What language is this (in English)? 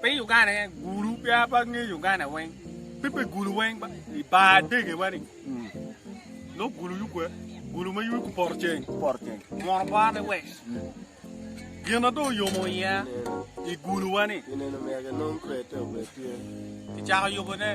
Acoli